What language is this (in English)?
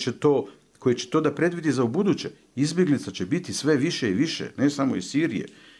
Bosnian